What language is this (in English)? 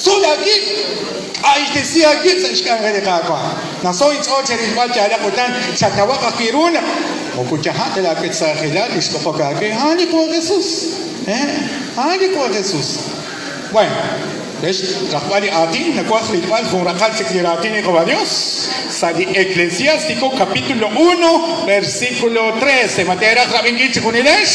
Kekchí